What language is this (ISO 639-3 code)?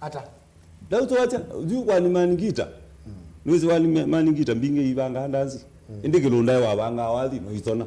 kam